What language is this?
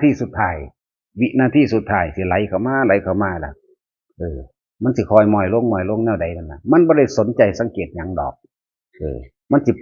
Northeastern Thai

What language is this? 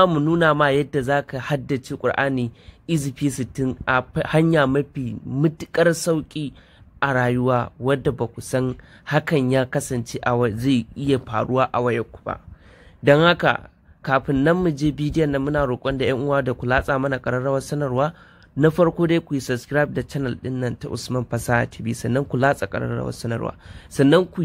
Hausa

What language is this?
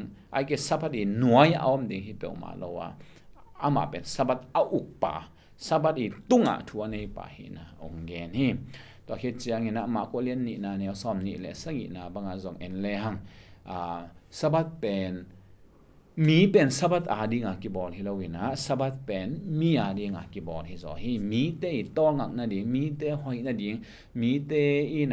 Tedim Chin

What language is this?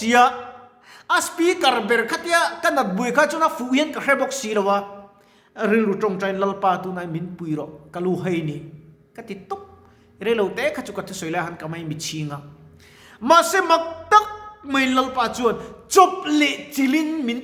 Mizo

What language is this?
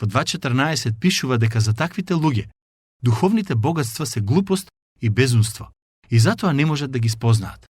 Macedonian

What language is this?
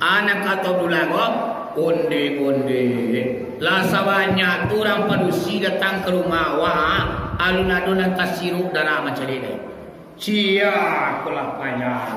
Minangkabau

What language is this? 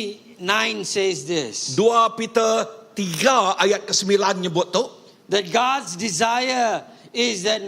Iban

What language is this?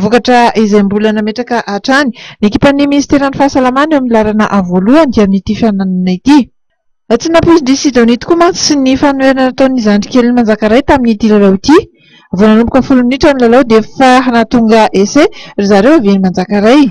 Malagasy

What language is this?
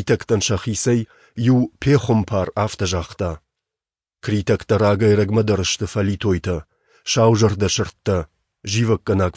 Ossetic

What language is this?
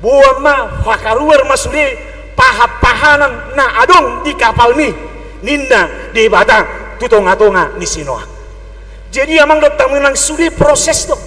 Batak Toba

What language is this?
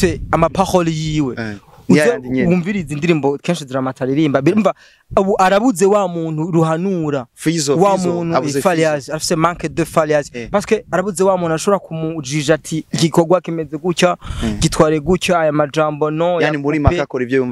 Rundi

